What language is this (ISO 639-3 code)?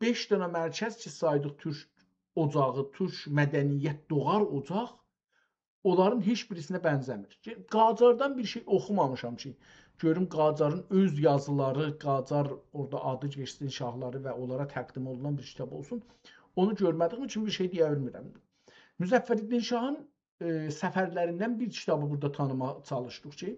azb